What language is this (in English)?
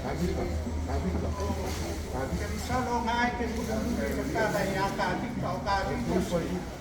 Samoan